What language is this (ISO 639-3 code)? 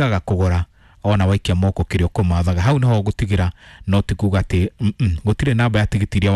kik